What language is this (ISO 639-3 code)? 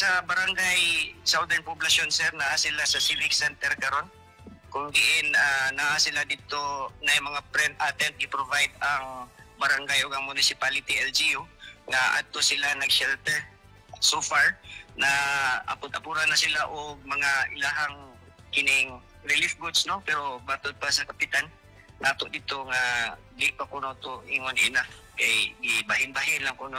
ceb